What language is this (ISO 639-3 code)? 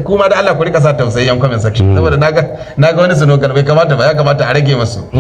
hau